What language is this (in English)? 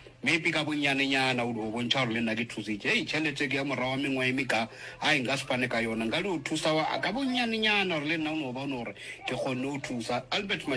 Northern Sotho